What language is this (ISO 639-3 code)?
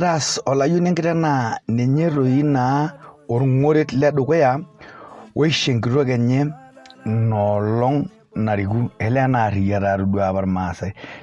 mas